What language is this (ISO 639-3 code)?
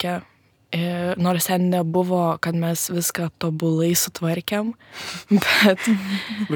lit